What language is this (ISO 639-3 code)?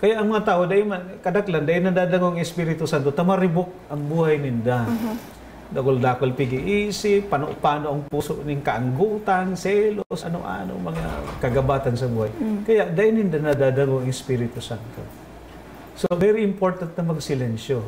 bik